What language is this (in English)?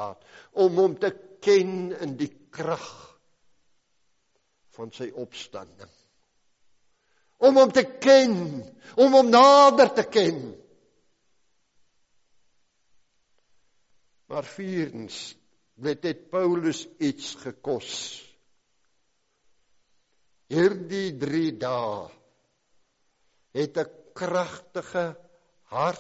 Afrikaans